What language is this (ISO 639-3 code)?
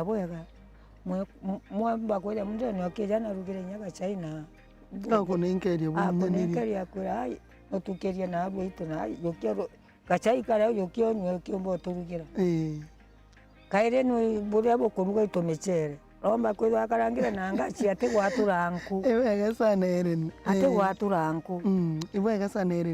mer